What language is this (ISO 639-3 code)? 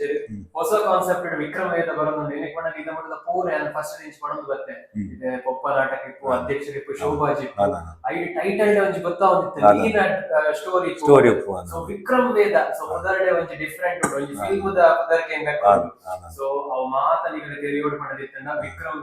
tcy